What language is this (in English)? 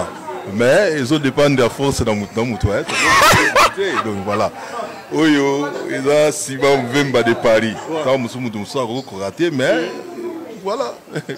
Lingala